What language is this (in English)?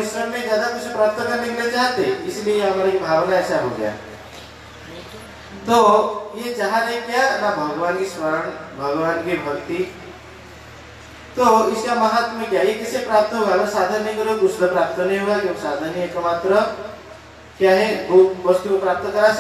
Hindi